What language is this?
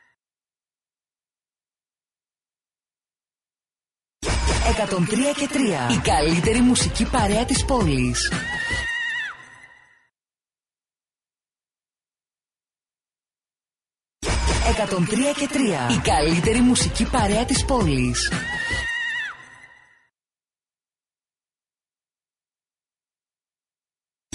Greek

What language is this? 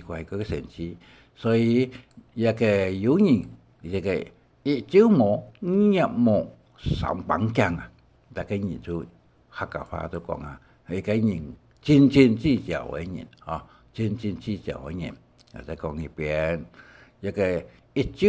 Hakka Chinese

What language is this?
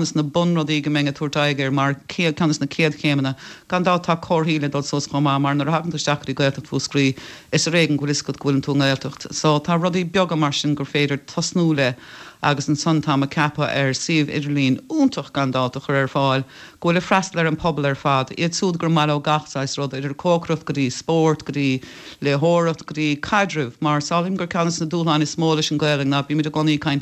Irish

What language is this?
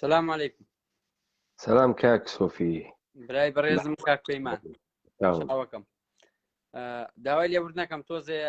Central Kurdish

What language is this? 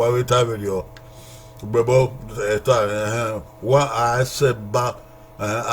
Bini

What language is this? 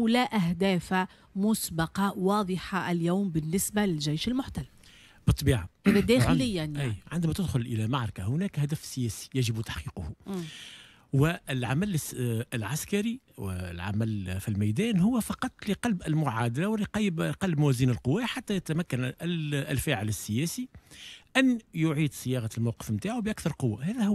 Tunisian Arabic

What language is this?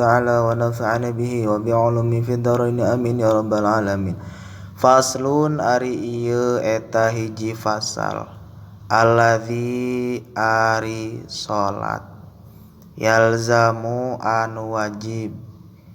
Sundanese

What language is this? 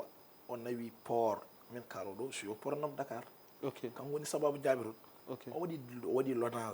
Fula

